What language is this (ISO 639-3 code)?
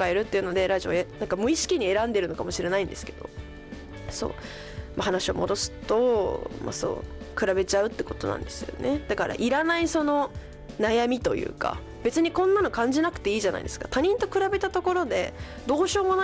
jpn